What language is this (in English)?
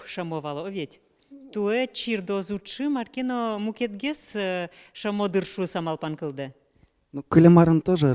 Udmurt